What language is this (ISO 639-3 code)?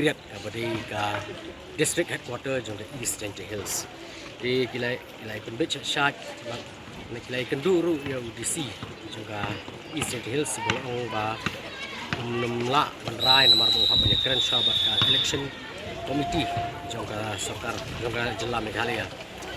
kha